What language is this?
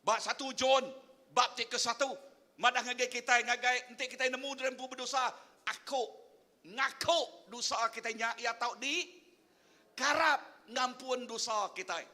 Iban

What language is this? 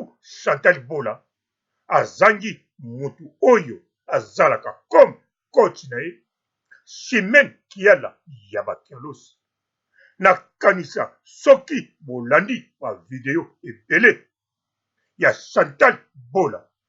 Lingala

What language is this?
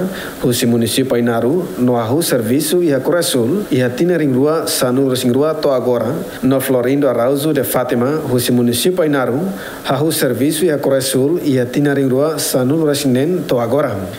Tetum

